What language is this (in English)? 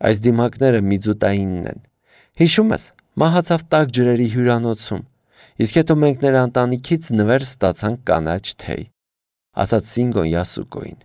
Armenian